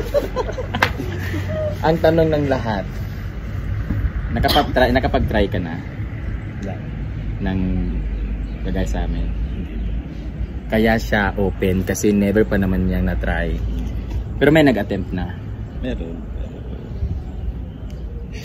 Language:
Filipino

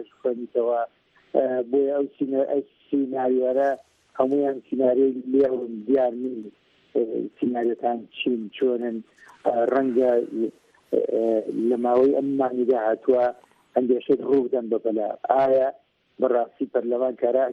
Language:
Central Kurdish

